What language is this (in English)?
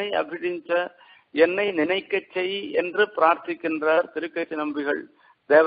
Tamil